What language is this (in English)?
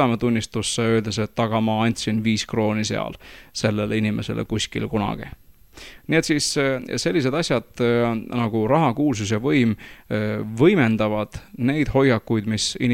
Estonian